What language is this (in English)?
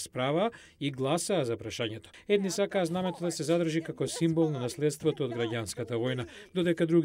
Macedonian